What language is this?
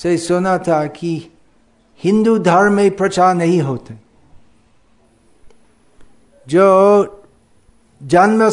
Hindi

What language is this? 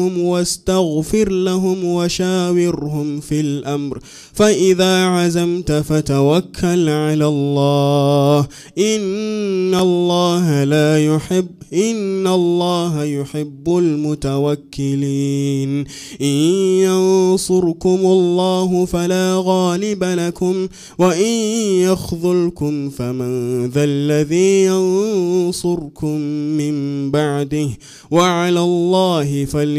Arabic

